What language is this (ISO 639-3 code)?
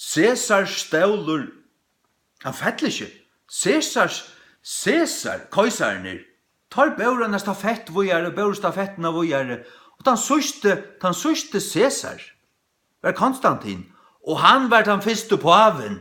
fao